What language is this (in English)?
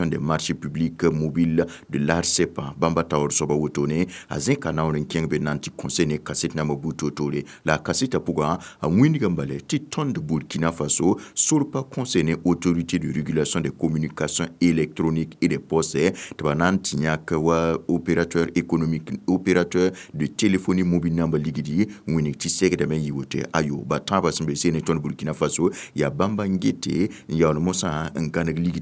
Mossi